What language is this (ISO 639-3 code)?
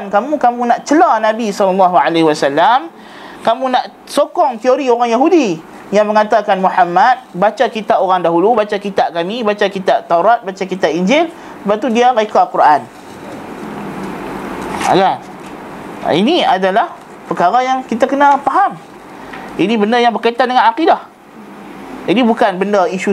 msa